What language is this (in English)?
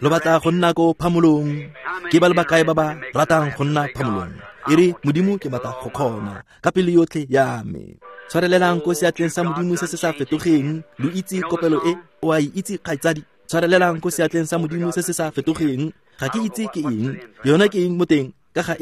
Tswana